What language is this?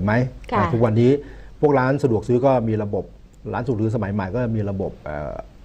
Thai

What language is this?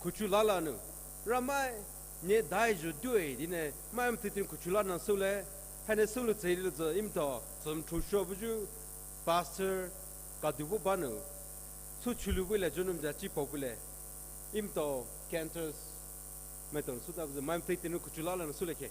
Poumei Naga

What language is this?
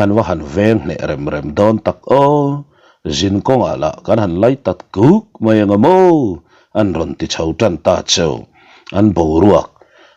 Mizo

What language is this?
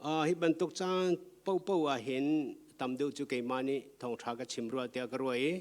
Hakha Chin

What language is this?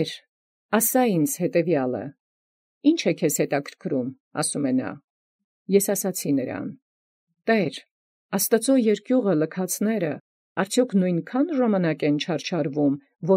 Armenian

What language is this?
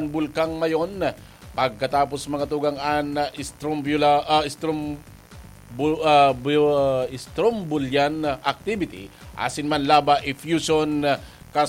Bikol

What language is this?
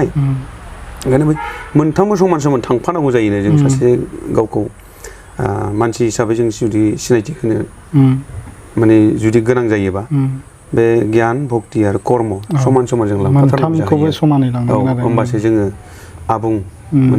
Bodo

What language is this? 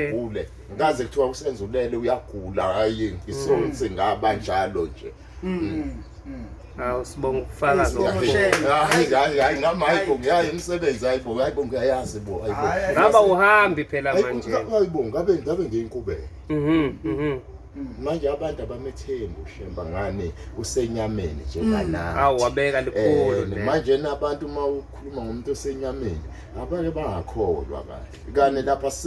Zulu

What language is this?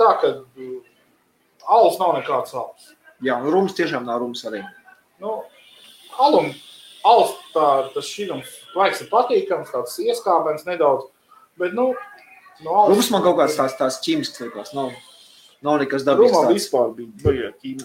Latvian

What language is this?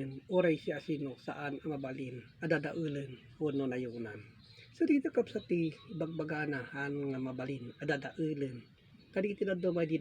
Iloko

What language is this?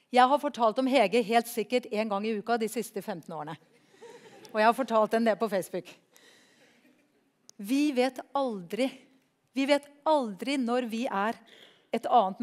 Norwegian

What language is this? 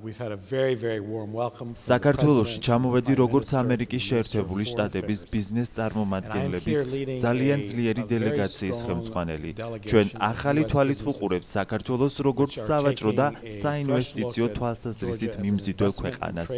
Georgian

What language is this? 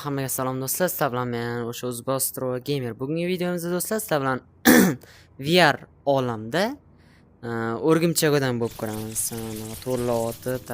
Uzbek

